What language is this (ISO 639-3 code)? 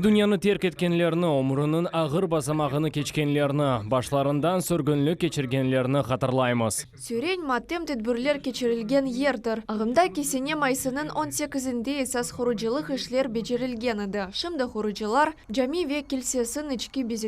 crh